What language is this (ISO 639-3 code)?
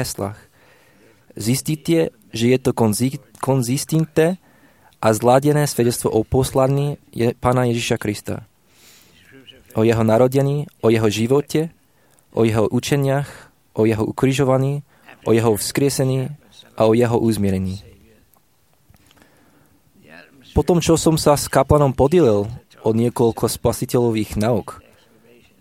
slk